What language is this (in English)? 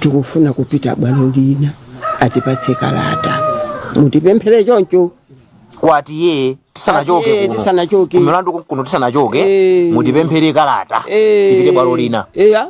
Nyanja